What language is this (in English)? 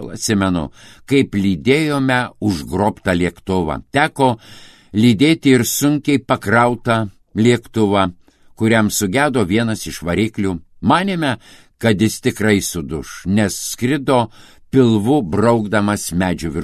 Lithuanian